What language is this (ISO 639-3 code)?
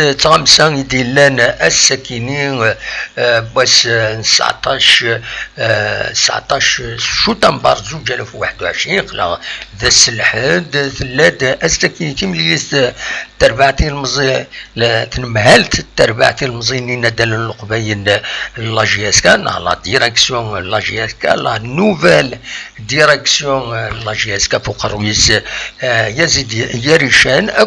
kab